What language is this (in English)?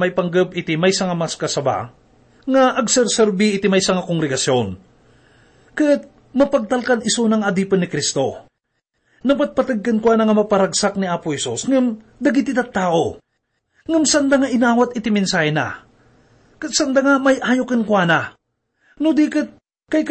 Iloko